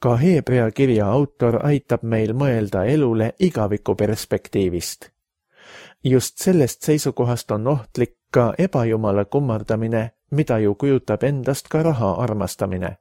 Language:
Estonian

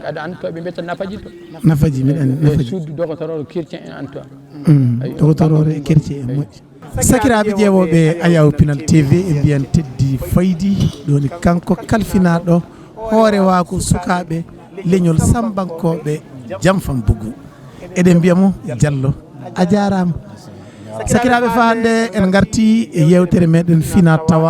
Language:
Fula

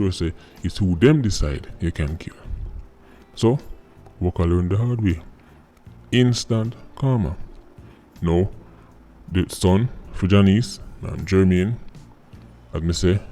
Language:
Jamaican Creole English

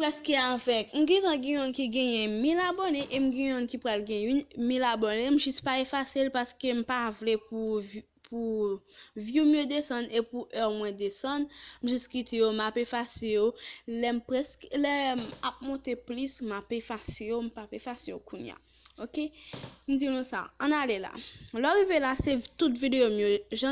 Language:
Haitian Creole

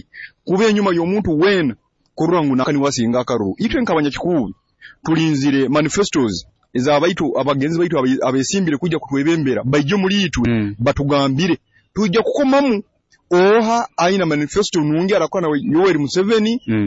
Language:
Nyoro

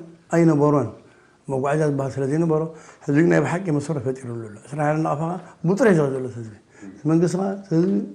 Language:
Tigrinya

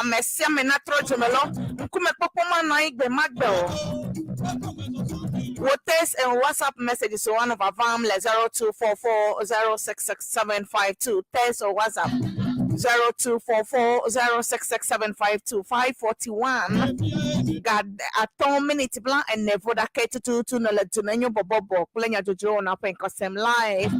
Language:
Ewe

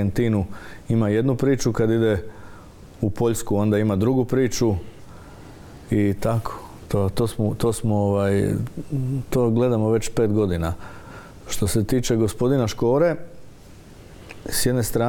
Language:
Croatian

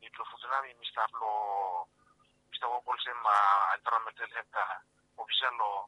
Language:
Bislama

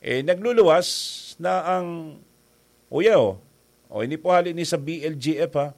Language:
Bikol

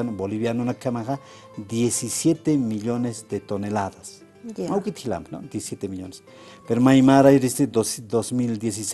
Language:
Aymara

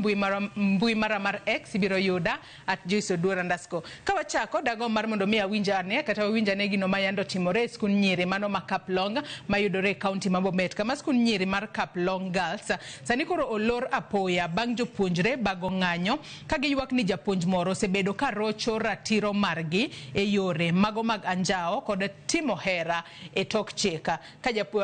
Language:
Luo (Kenya and Tanzania)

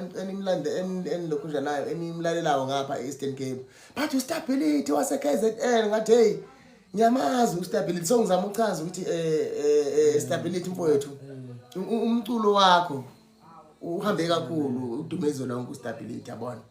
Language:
Zulu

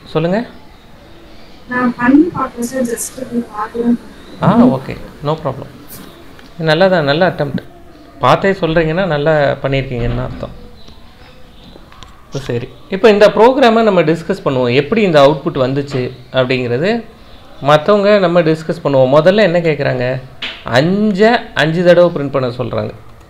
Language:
Tamil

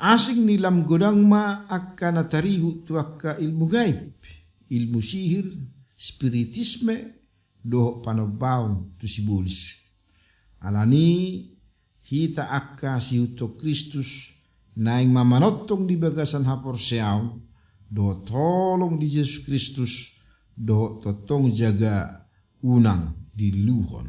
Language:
Batak Toba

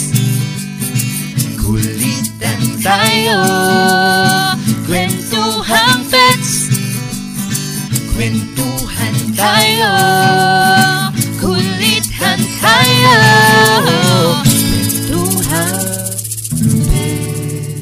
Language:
Filipino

